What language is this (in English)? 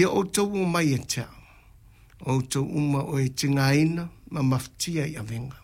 Samoan